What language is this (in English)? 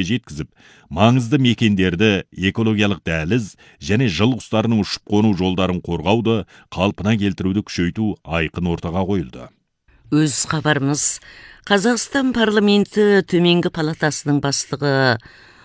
Kazakh